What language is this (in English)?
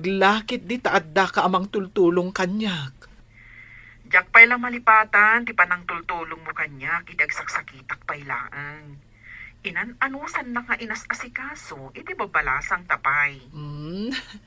Iloko